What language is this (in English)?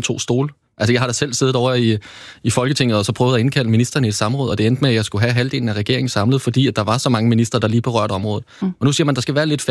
Danish